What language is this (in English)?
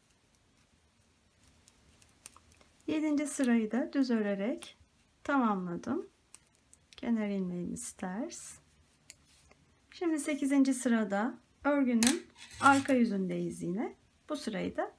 Turkish